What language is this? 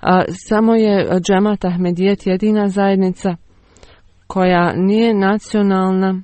Bosnian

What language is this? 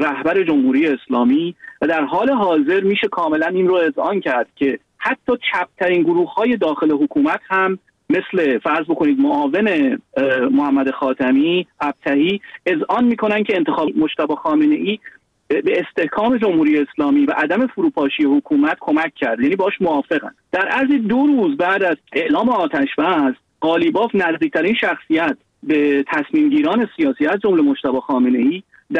Persian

